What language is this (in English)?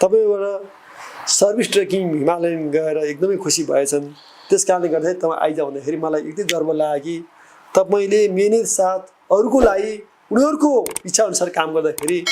Nepali